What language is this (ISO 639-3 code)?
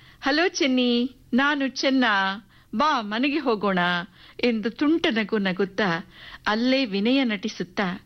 kan